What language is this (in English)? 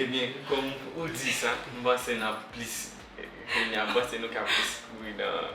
Haitian Creole